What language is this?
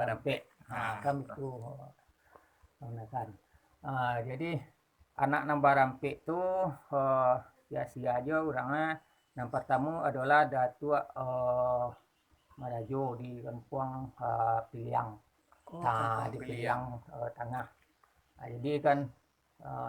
Minangkabau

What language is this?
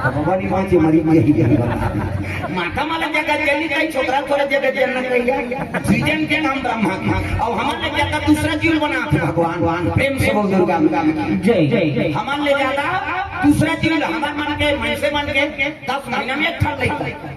Chhattisgarhi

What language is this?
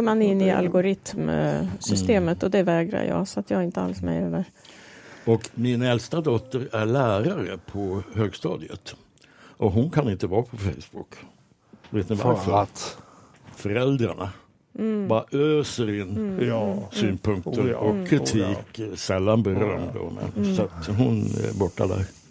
Swedish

